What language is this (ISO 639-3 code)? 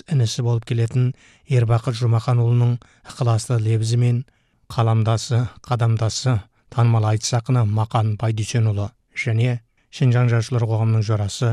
kaz